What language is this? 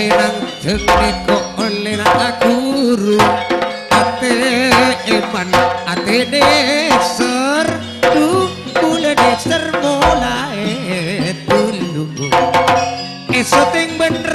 Madurese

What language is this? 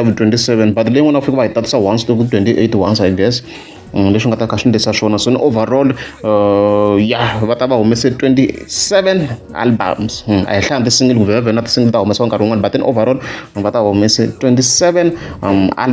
Tsonga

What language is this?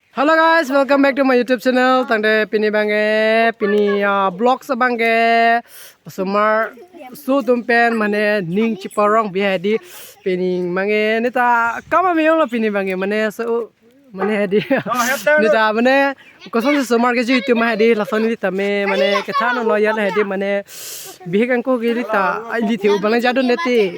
Karbi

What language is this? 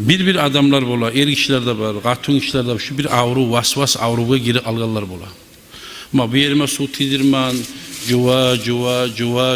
Kumyk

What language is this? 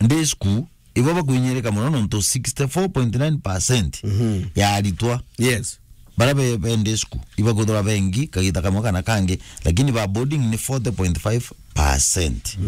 Meru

